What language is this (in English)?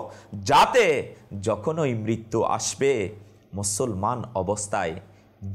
Bangla